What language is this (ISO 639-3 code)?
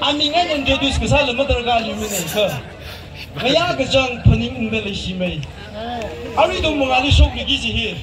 nmf